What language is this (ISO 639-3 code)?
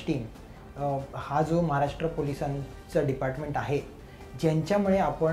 mar